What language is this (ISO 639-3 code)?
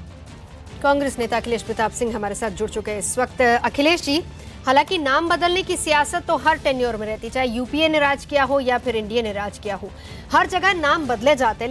hin